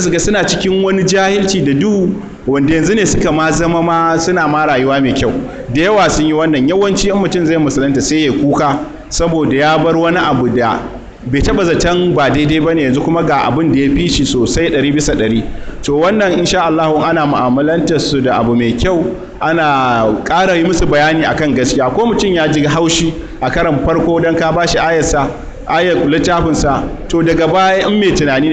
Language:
Hausa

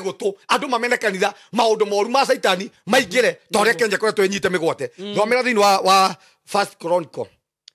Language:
Kikuyu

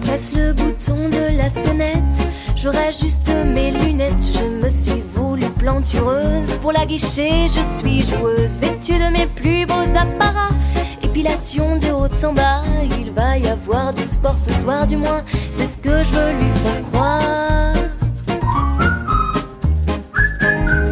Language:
French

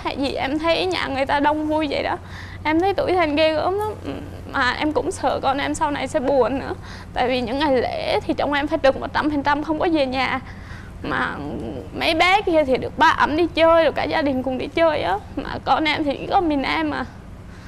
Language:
Vietnamese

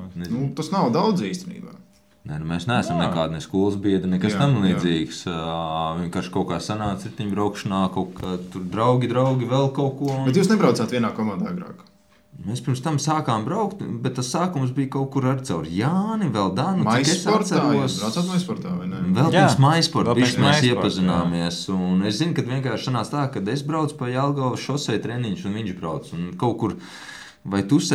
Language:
Latvian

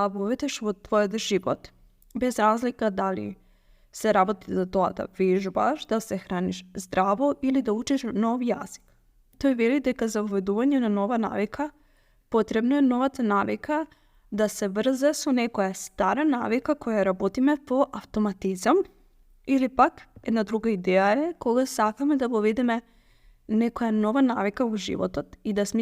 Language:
Macedonian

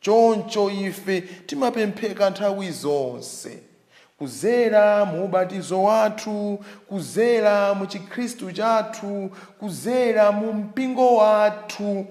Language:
Nyanja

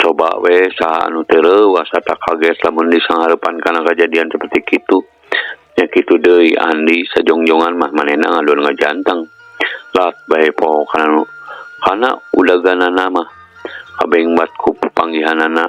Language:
Sundanese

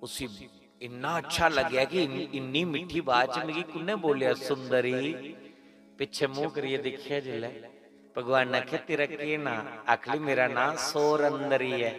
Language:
Dogri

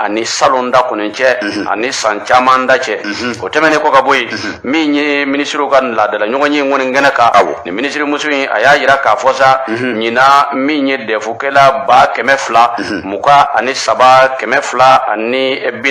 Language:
Bambara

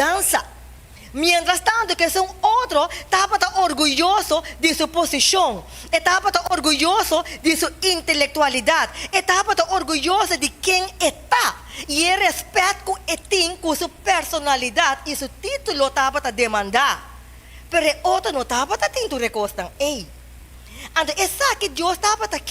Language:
Papiamento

